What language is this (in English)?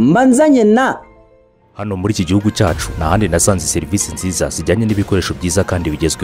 Kinyarwanda